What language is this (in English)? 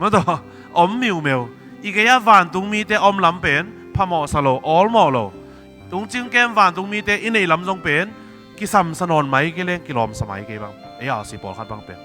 Tedim Chin